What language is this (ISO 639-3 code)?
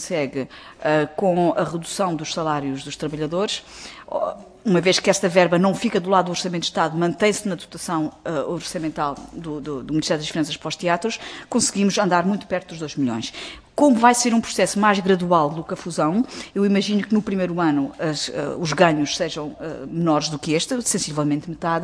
por